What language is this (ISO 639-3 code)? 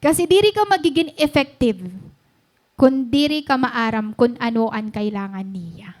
war